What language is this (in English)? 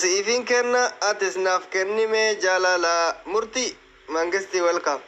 Oromo